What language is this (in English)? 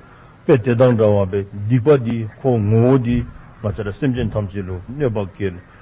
Dzongkha